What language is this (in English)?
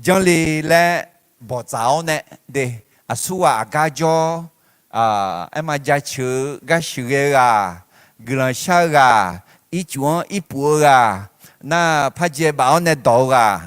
Akha